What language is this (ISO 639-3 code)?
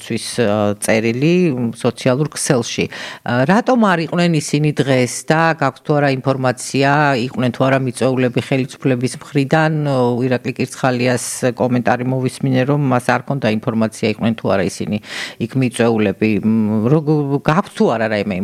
kat